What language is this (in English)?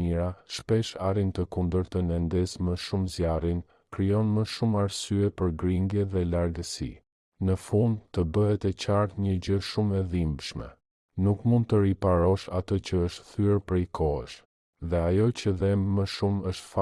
Albanian